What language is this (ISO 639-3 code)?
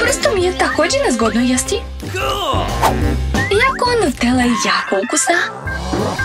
hrv